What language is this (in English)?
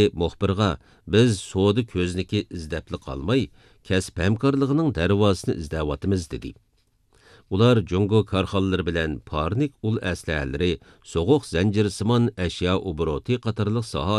Uyghur